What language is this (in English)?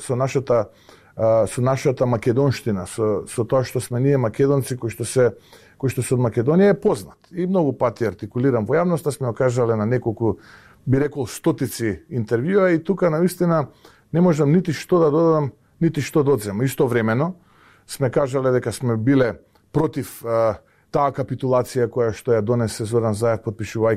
Macedonian